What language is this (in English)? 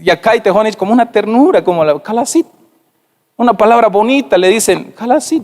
Tzeltal